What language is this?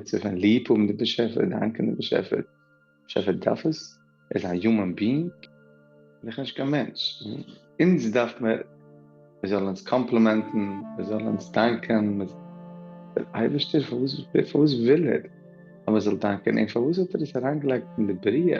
Yiddish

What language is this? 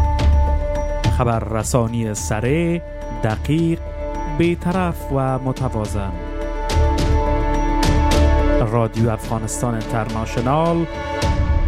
Persian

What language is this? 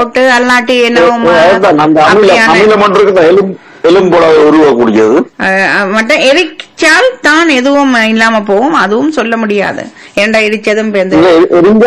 Tamil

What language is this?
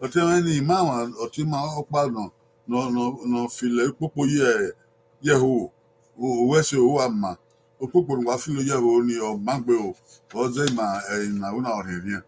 Bini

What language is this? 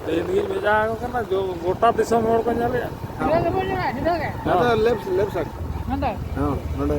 Santali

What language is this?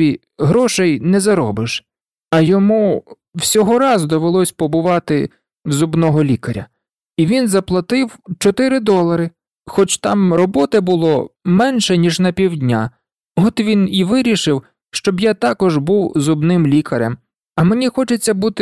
Ukrainian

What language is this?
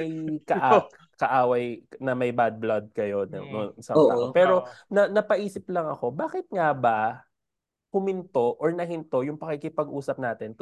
Filipino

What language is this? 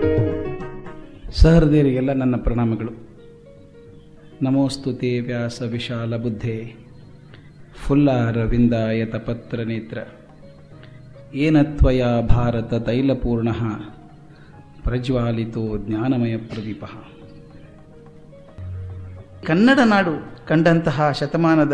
Kannada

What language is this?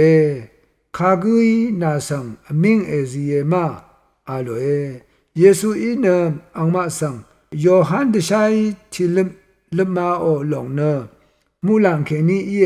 Rawang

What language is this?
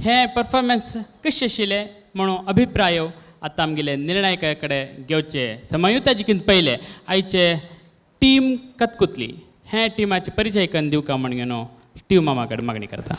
Konkani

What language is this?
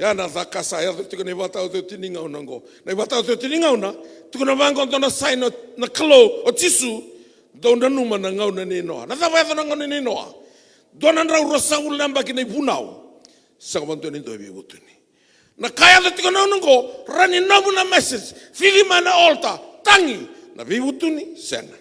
Fijian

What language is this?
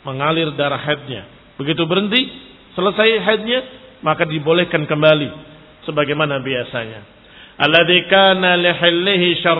Indonesian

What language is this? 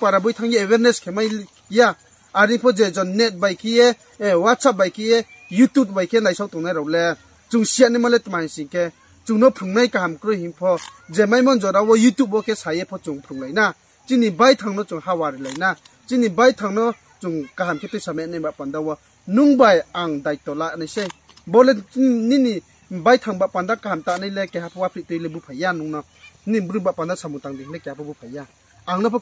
Riang (India)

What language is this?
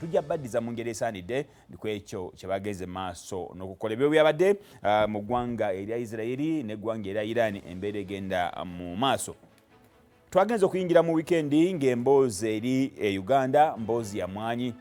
Ganda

